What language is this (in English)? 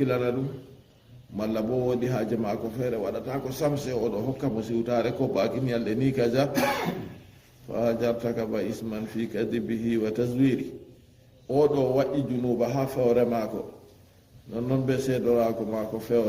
Fula